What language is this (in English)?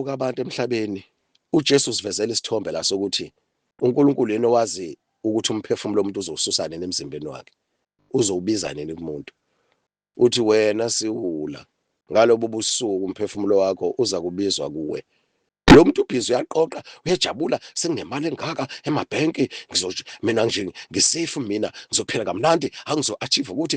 Zulu